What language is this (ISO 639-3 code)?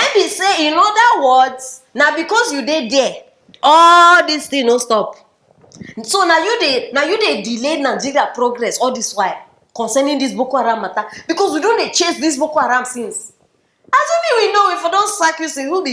pcm